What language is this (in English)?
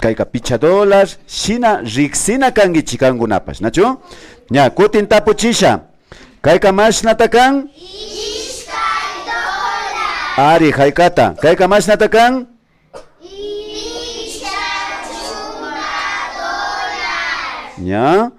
Imbabura Highland Quichua